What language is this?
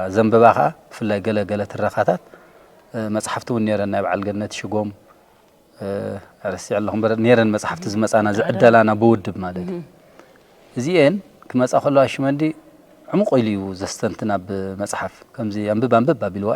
Tigrinya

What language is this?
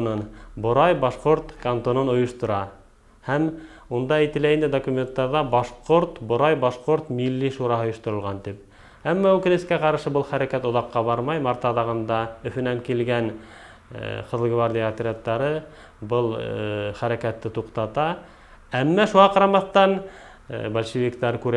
Bashkir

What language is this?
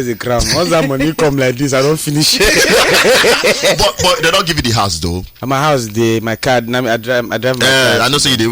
Nigerian Pidgin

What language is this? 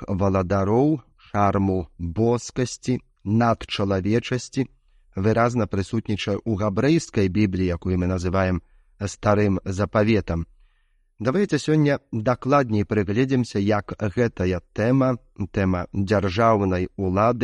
Belarusian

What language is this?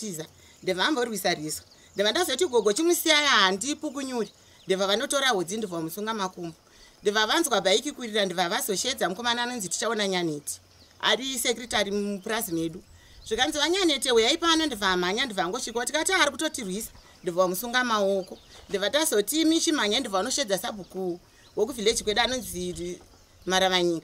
Shona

